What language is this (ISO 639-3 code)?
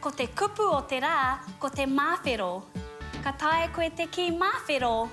mri